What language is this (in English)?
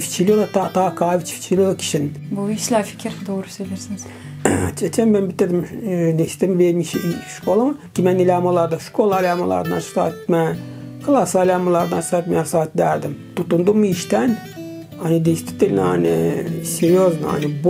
Gagauz